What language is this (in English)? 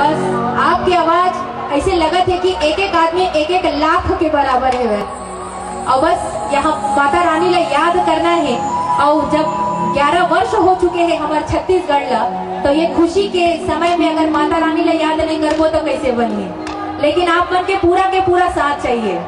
Chhattisgarhi